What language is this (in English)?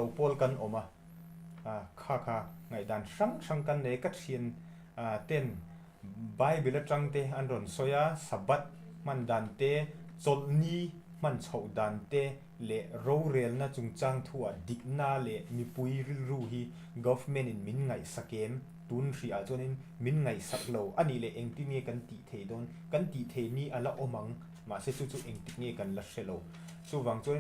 Mizo